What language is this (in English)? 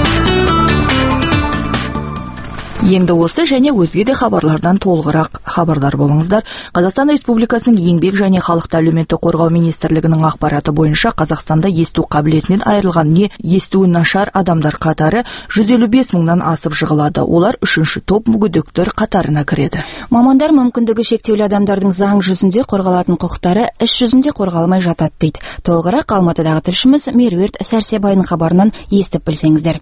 Kazakh